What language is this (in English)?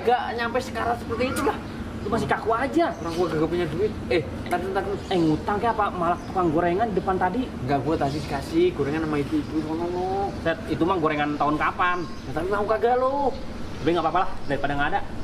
Betawi